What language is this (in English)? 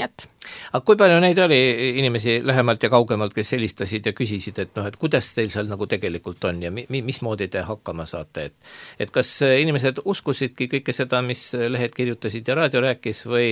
Estonian